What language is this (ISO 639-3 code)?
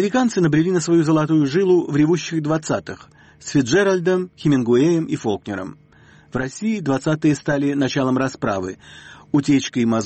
rus